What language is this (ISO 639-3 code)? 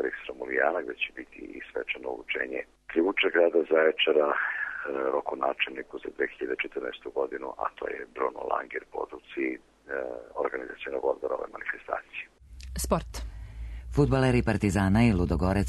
srp